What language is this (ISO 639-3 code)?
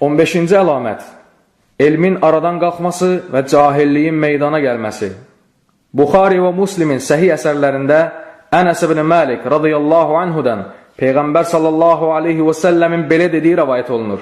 aze